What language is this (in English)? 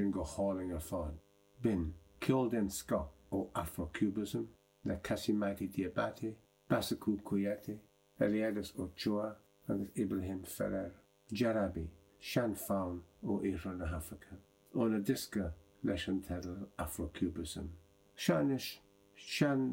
Irish